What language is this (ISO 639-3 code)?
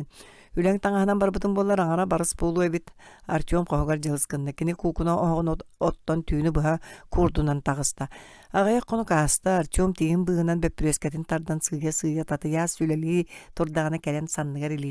sah